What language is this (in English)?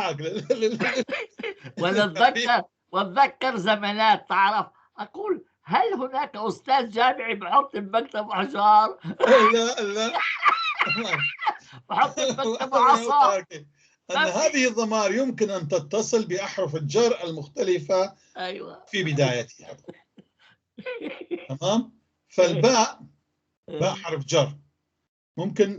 North Levantine Arabic